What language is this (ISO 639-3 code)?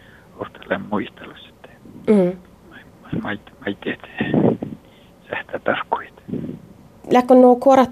fin